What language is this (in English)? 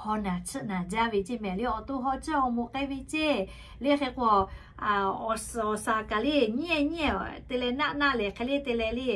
Lahu